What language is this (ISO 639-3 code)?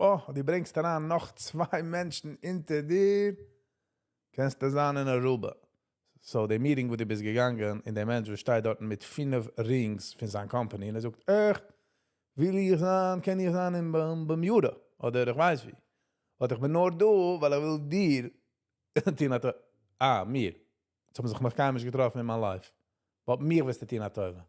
yid